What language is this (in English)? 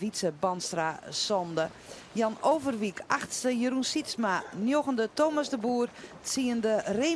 Western Frisian